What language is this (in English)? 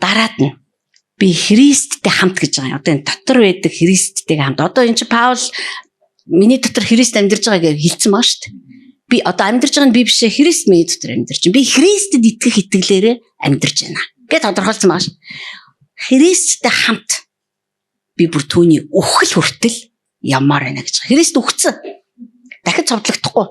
Mongolian